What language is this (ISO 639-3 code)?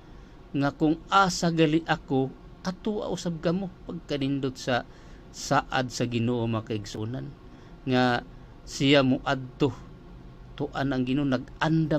ceb